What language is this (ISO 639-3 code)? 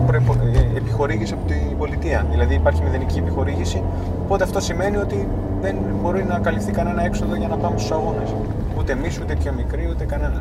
ell